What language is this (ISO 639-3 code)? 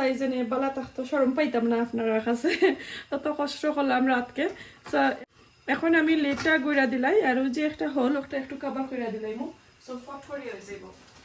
syl